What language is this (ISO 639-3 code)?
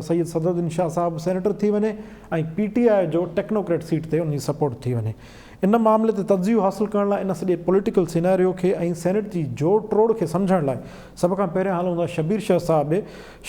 snd